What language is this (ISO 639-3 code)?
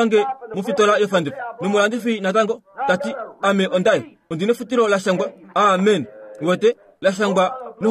kua